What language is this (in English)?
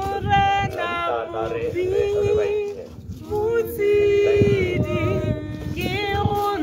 Tswana